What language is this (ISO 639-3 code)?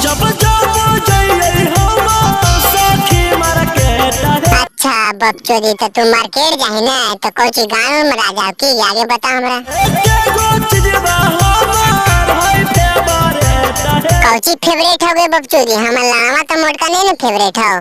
mag